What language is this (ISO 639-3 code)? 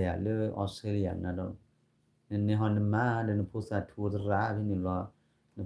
ksw